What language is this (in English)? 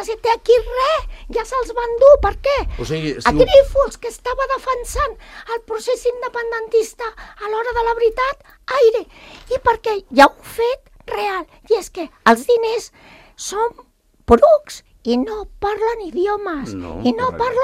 Catalan